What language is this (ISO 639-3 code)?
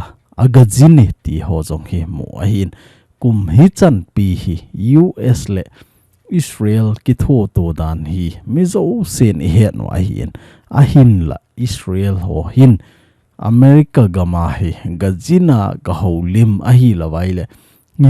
tcz